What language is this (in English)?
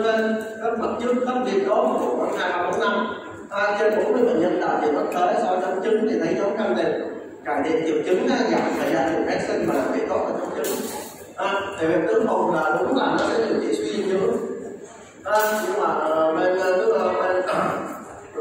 Vietnamese